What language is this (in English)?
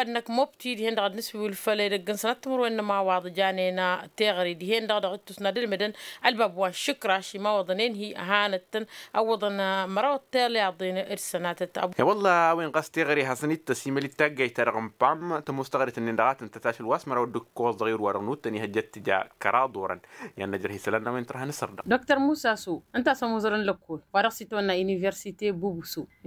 Tamasheq